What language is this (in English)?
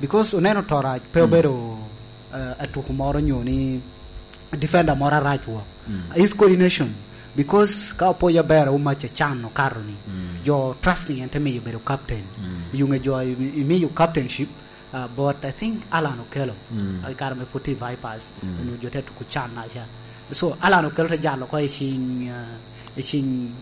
Lango (Uganda)